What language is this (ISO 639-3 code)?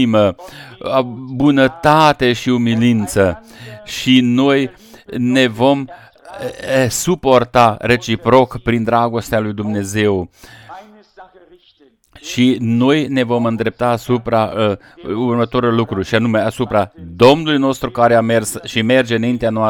ron